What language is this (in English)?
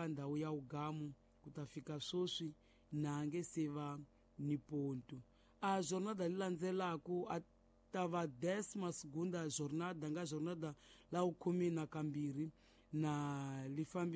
Tsonga